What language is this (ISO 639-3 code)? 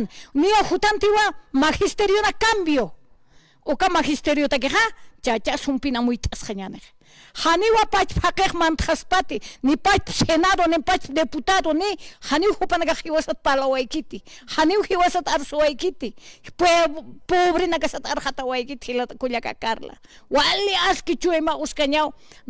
aym